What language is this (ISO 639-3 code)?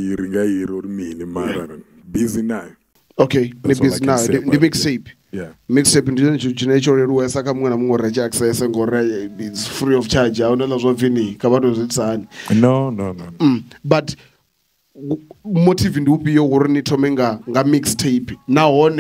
ven